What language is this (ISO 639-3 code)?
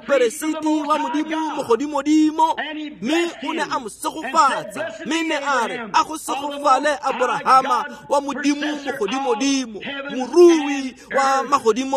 tsn